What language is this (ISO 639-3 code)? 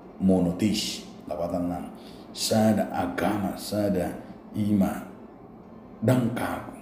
bbc